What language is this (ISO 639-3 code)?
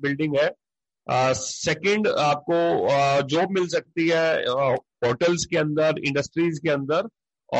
hin